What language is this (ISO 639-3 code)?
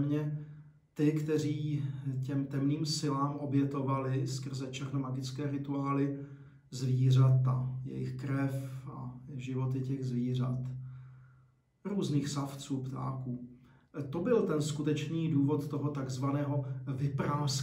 ces